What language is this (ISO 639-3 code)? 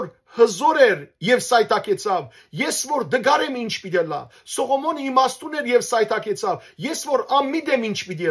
hyw